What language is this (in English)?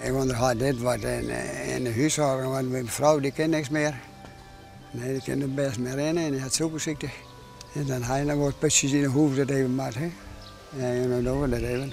Western Frisian